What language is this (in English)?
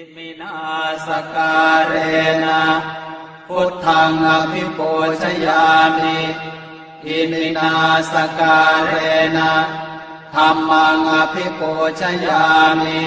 Pali